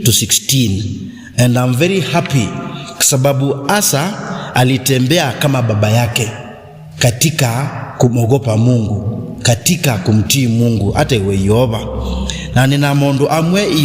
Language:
Kamba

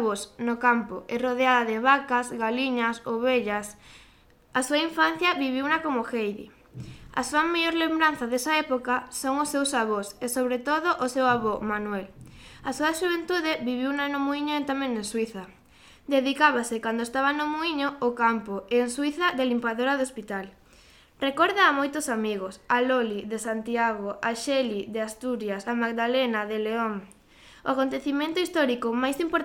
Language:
Galician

